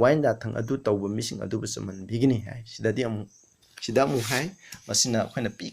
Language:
Manipuri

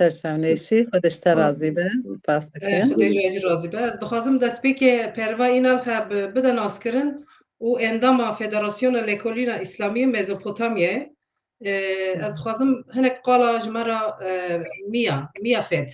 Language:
Kurdish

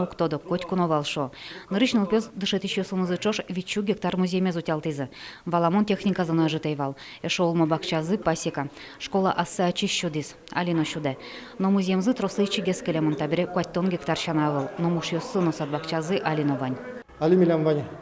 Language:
Udmurt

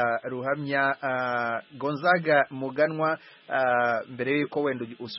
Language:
Kinyarwanda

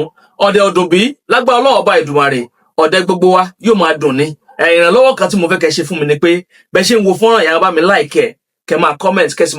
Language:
Yoruba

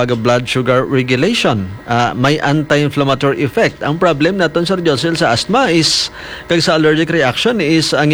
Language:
Hiligaynon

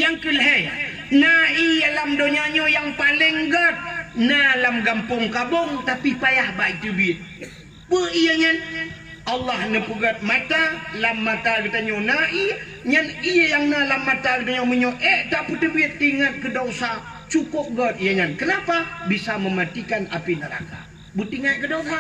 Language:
Achinese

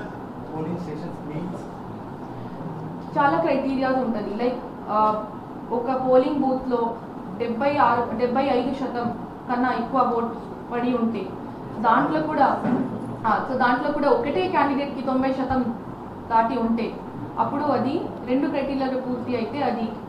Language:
Telugu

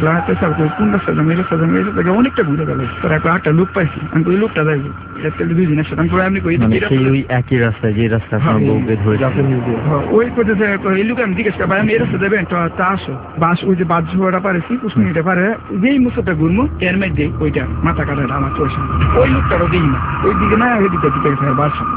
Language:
Bangla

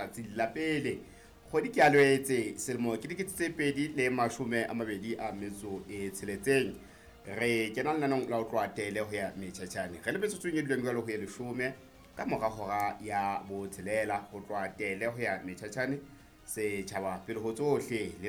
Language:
Southern Sotho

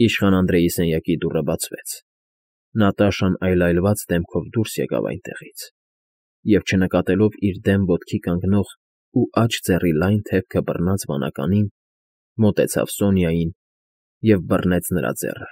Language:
Armenian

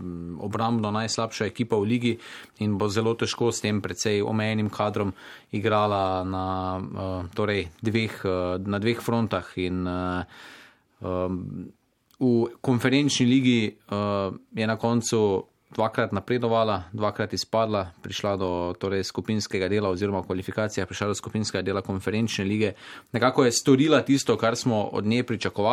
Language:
Slovenian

